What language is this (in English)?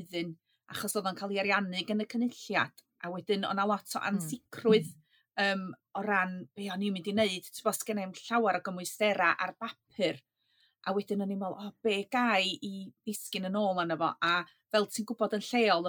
Welsh